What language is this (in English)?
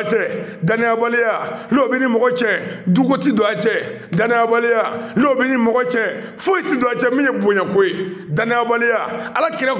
Bambara